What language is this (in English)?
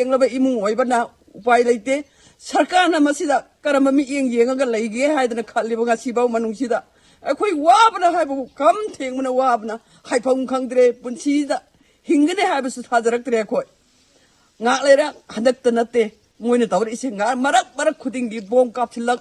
Manipuri